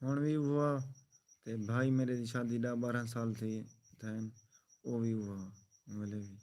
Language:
Saraiki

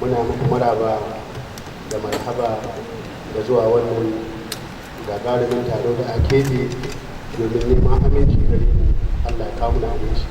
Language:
Hausa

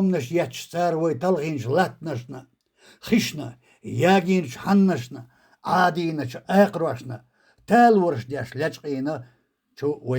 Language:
Chechen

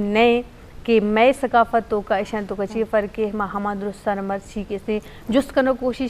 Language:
Eastern Balochi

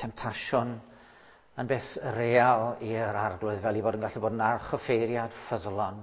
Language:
Welsh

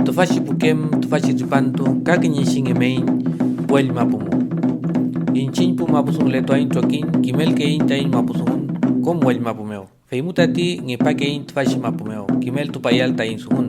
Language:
Mapuche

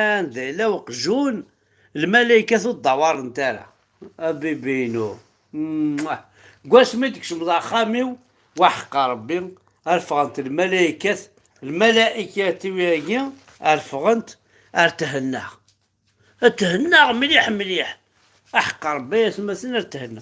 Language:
Kabyle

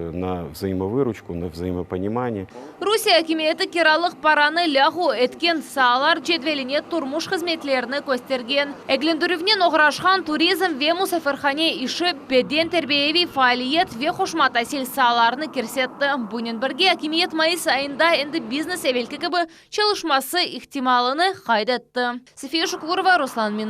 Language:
Crimean Tatar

